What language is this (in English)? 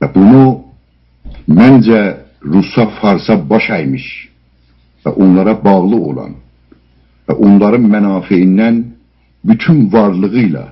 South Azerbaijani